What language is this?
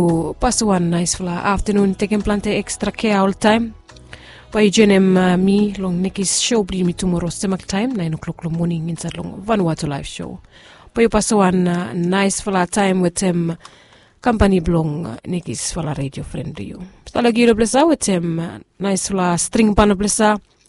Bislama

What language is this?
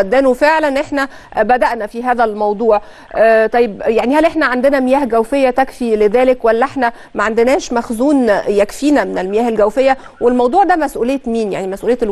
Egyptian Arabic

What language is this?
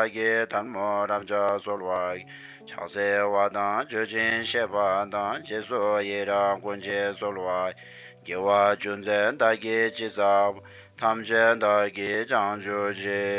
Tibetan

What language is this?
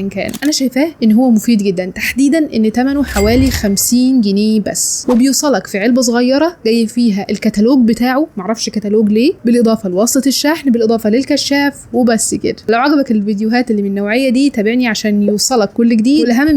Egyptian Arabic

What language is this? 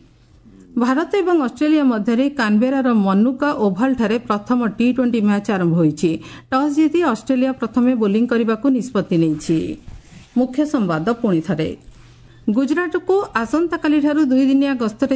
Odia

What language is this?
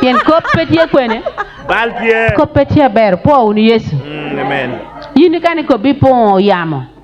Acoli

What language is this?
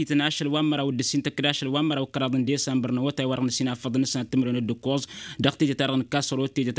Tamasheq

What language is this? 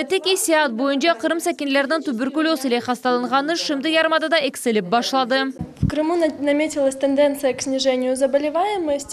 Crimean Tatar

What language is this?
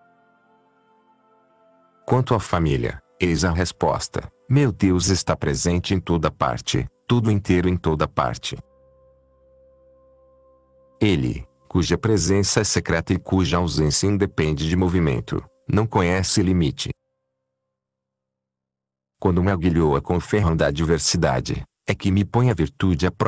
Portuguese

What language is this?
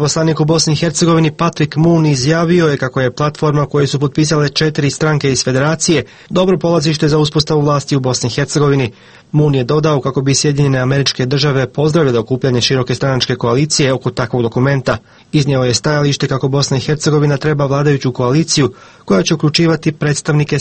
Croatian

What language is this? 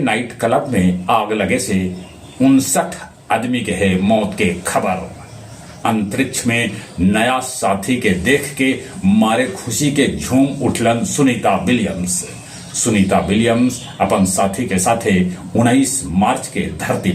Magahi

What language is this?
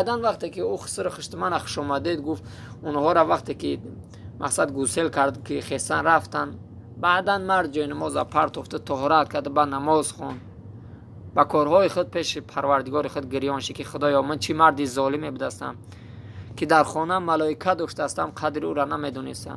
Tajik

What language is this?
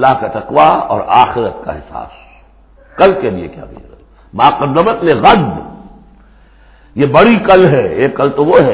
Urdu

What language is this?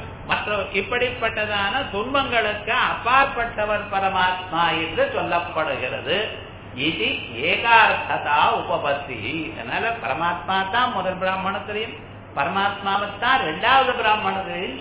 Tamil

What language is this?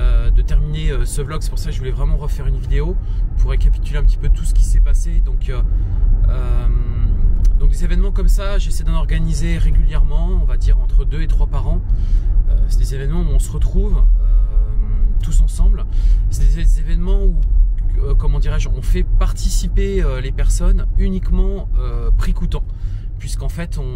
French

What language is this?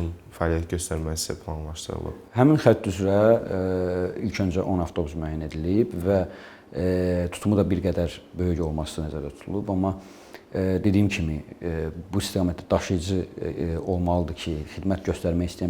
Azerbaijani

